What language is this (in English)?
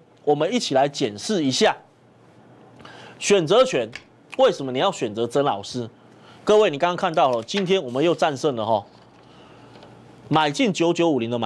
Chinese